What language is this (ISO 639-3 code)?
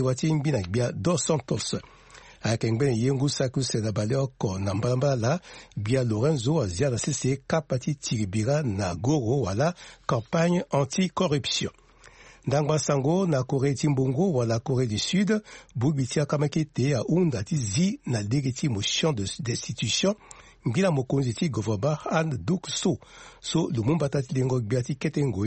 sag